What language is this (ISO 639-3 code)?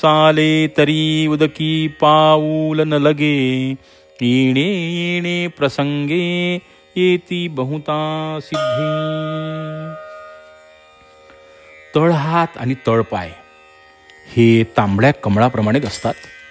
mar